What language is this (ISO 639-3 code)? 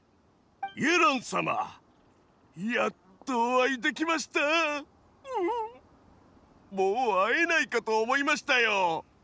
jpn